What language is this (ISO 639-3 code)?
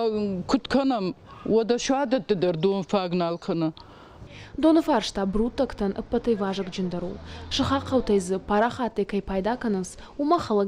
oss